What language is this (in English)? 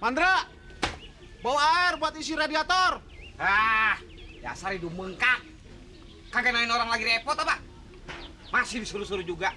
Betawi